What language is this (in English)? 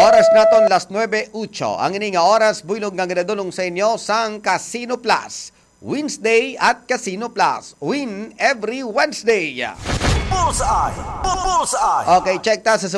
Hiligaynon